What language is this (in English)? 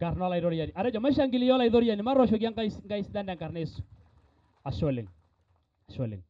Masai